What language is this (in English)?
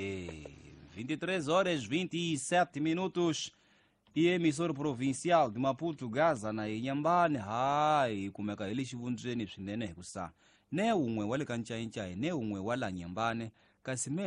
Tsonga